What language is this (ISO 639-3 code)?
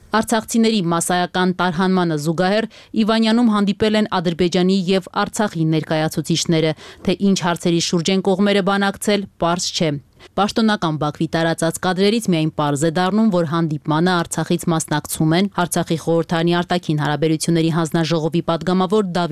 hye